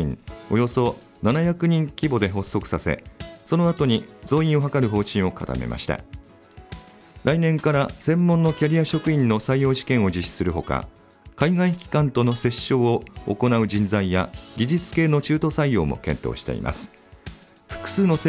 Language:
Japanese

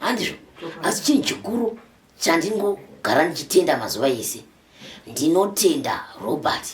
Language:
Shona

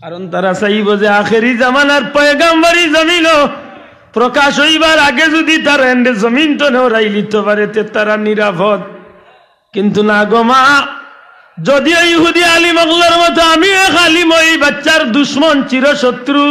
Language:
Sylheti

